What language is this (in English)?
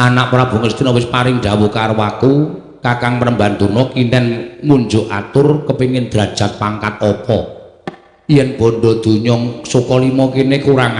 Javanese